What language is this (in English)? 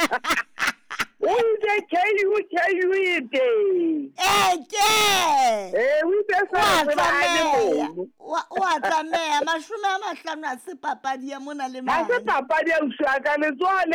Southern Sotho